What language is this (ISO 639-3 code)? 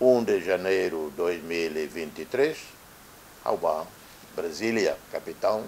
tet